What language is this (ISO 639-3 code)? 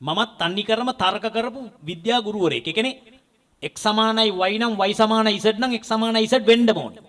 sin